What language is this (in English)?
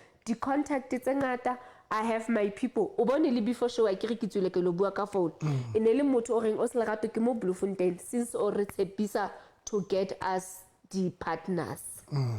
Southern Sotho